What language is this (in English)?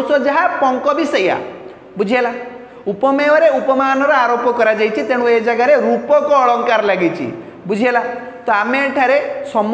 Odia